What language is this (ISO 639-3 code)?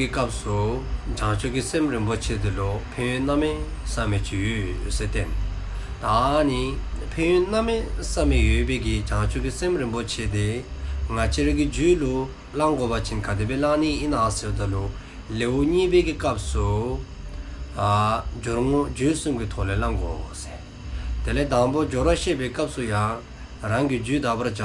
dzo